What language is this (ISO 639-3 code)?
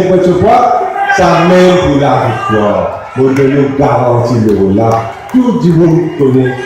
mfe